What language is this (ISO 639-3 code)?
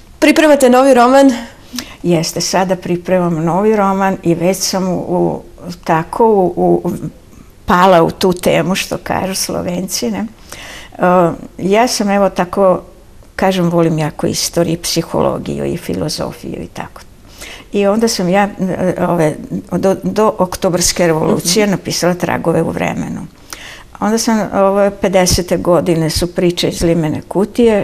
srp